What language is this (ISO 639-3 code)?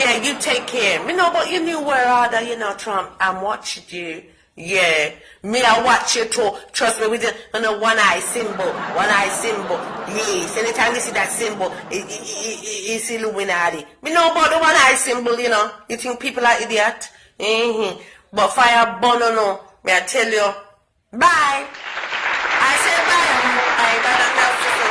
jam